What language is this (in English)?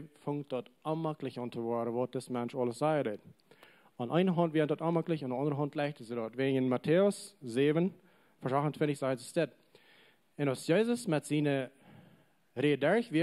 Plautdietsch